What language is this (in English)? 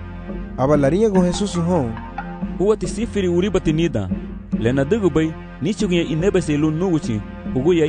Garifuna